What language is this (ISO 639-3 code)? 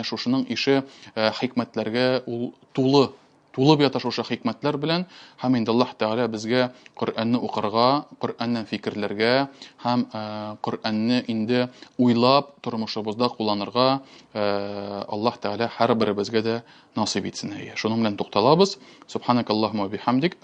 tat